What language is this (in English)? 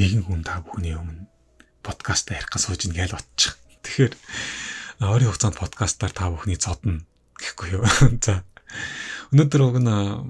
Mongolian